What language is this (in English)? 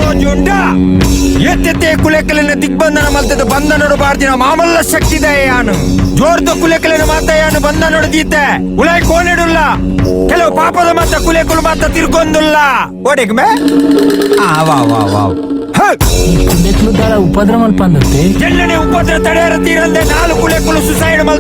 Tulu